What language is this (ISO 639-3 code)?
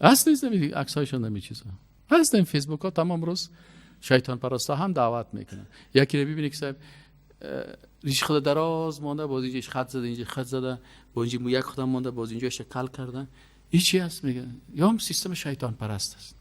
fas